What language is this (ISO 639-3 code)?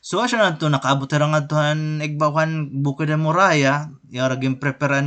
war